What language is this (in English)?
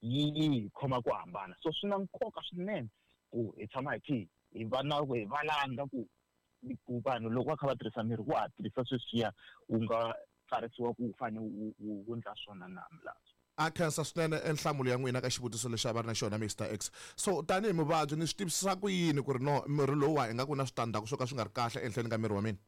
Tsonga